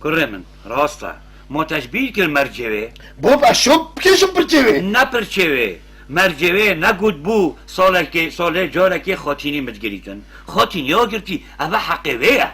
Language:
Kurdish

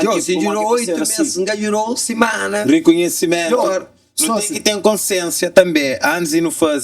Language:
Kabuverdianu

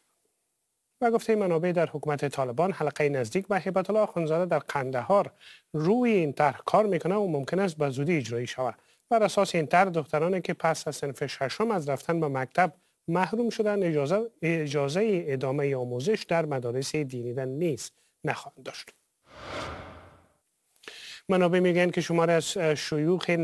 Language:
Persian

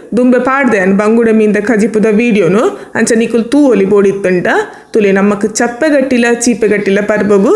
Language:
Tulu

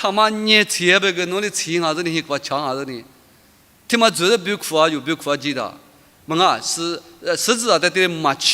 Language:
Lisu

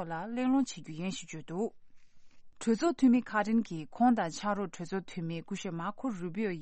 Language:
Tibetan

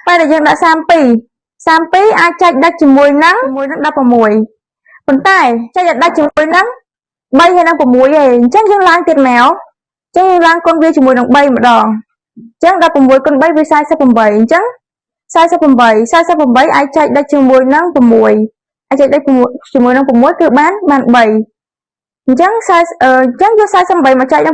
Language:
Khmer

